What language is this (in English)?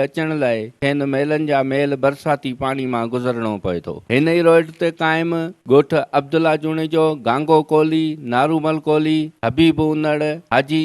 Sindhi